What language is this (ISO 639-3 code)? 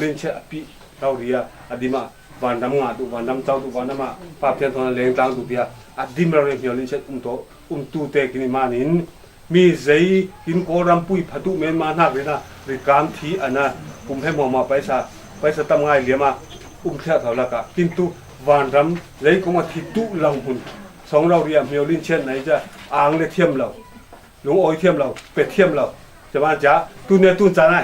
cfm